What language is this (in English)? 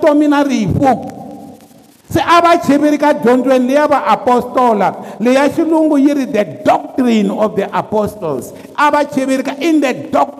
Tsonga